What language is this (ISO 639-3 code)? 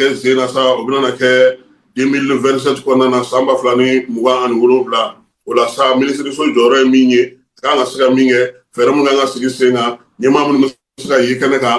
bam